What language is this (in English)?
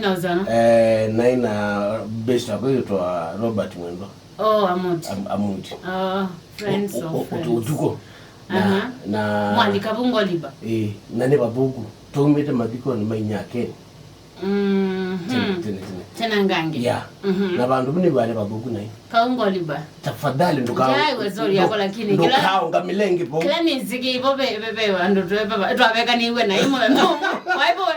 Kamba